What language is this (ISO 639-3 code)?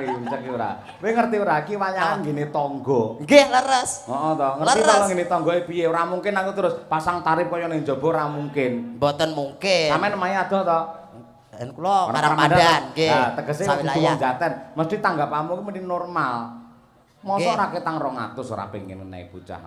jav